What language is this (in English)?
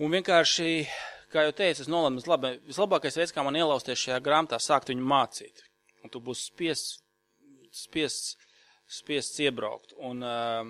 Latvian